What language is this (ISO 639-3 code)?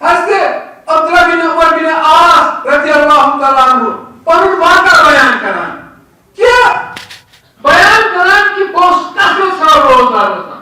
kas